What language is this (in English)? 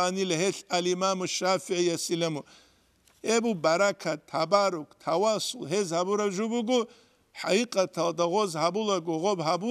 Avaric